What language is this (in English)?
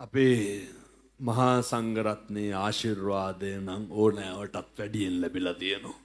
Sinhala